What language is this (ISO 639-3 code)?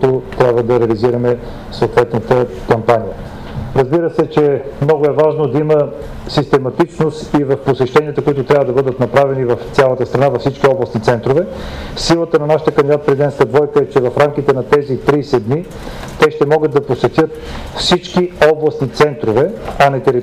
bul